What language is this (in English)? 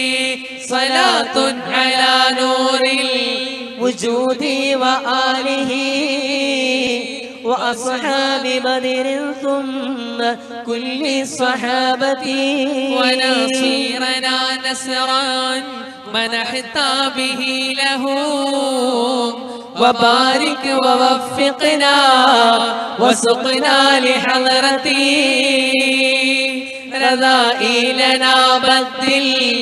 Malayalam